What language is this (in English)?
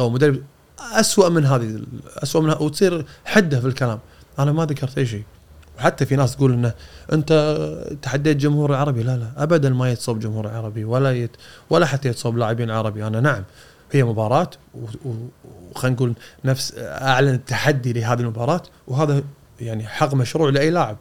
Gulf Arabic